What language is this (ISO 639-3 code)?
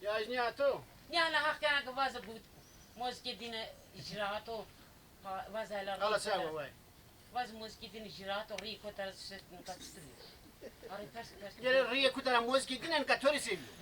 zza